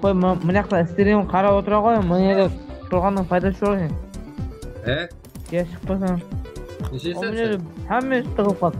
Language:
Kara-Kalpak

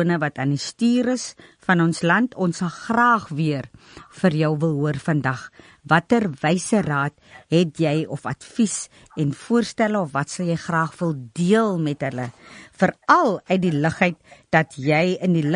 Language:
Afrikaans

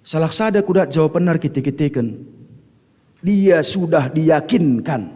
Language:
Batak Karo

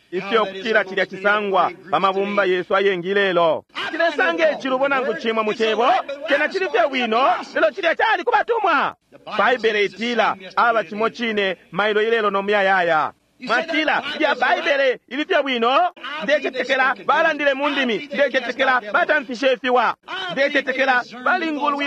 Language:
Bemba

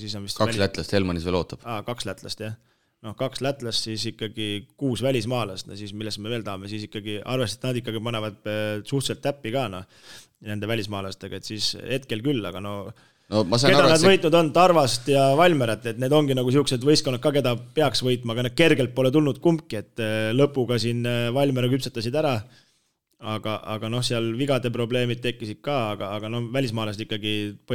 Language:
Estonian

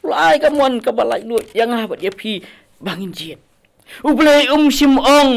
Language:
Khasi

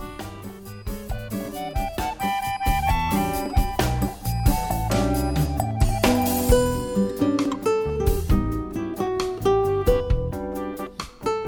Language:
Basque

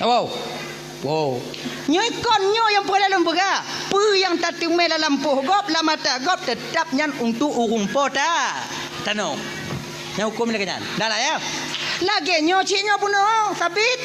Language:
Achinese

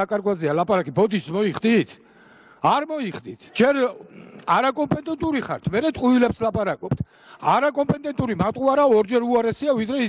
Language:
Georgian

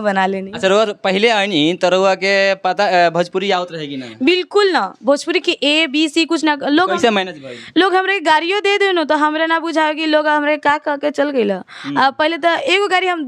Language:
Bhojpuri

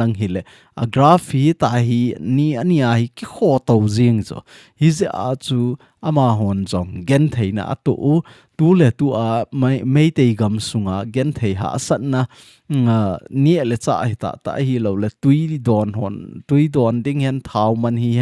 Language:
Thado Chin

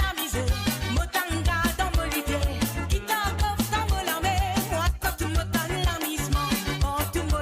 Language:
Morisyen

